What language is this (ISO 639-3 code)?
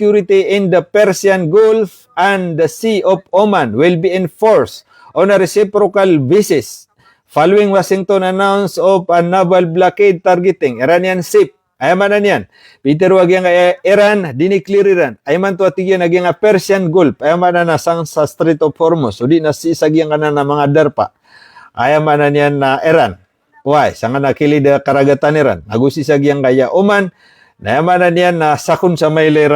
mrw